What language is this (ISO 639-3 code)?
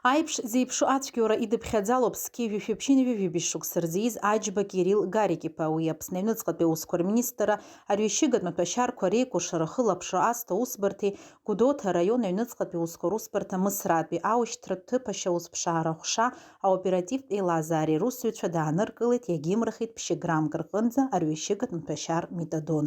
abk